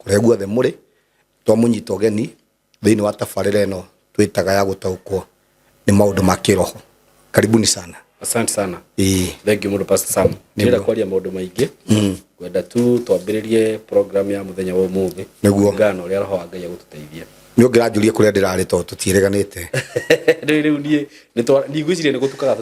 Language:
Kikuyu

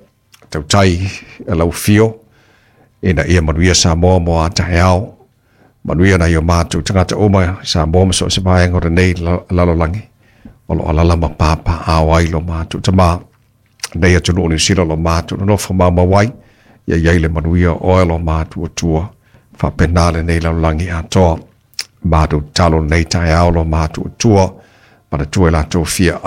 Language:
Samoan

